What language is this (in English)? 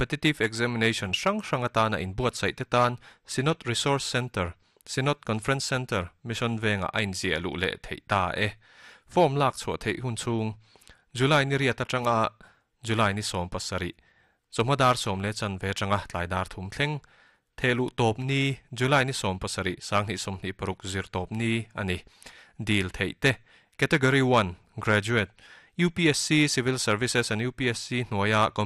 Mizo